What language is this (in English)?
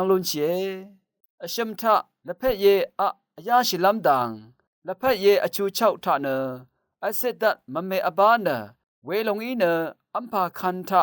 Rawang